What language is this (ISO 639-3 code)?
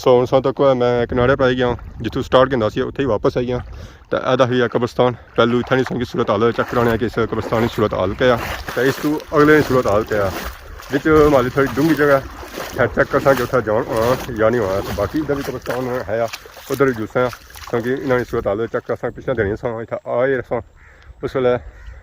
phr